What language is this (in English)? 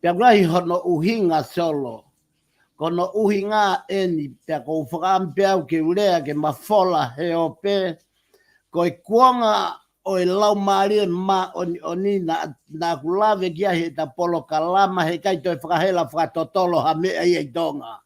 Tongan